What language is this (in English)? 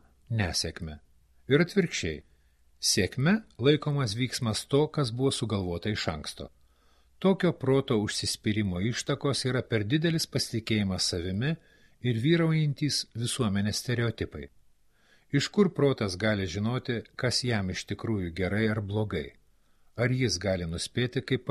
Lithuanian